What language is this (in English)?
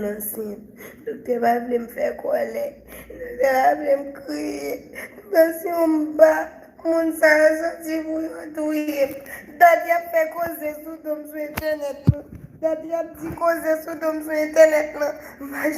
Haitian Creole